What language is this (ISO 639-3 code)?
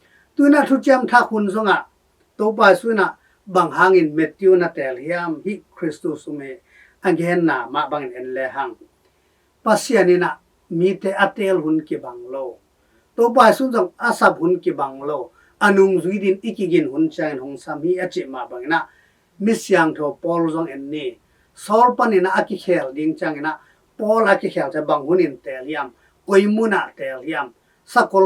ctd